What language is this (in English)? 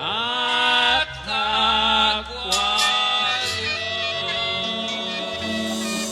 Kekchí